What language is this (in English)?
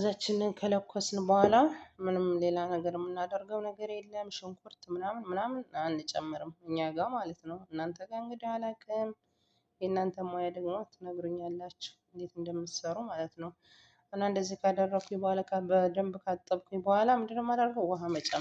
Amharic